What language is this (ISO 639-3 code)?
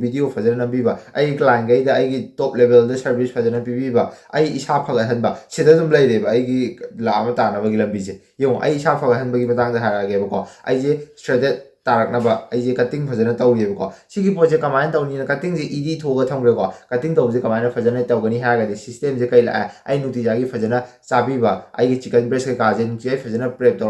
mni